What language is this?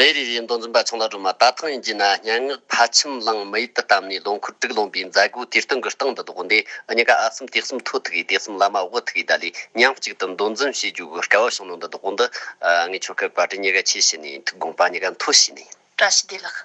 Tibetan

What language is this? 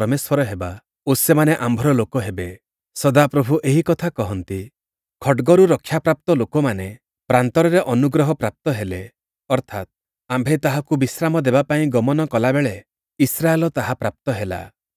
Odia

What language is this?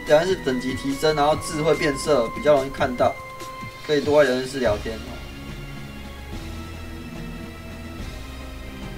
Chinese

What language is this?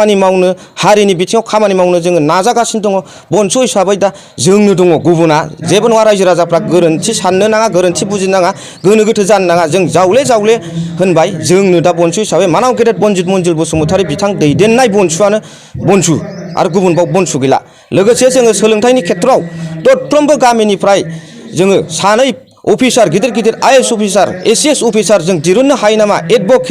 Bodo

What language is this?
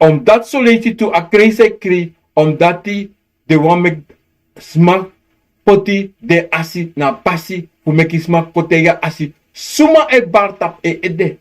Sranan Tongo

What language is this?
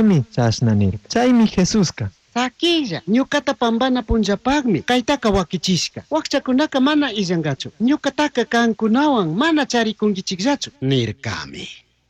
Chimborazo Highland Quichua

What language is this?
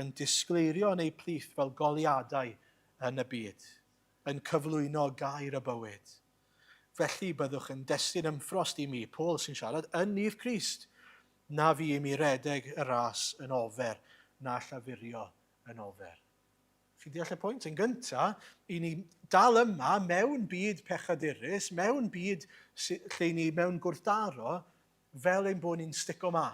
Welsh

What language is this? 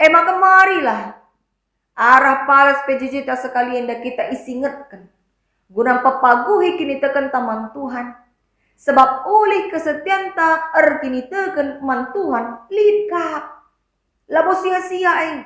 Batak Karo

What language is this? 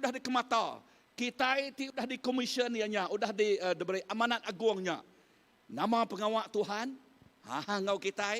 Iban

